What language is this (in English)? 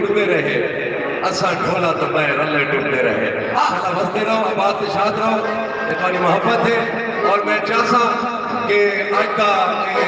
Saraiki